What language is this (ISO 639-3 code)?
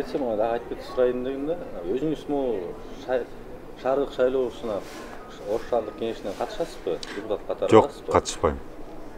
kir